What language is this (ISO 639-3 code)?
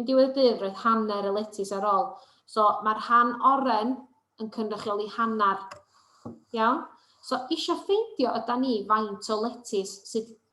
cym